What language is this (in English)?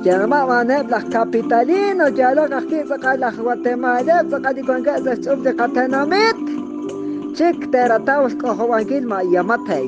Kekchí